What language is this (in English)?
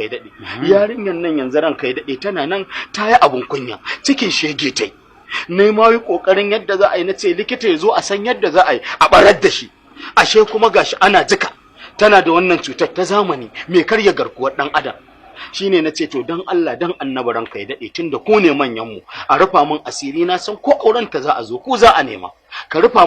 Hausa